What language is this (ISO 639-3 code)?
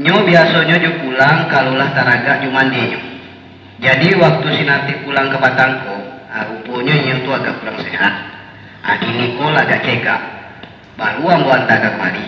min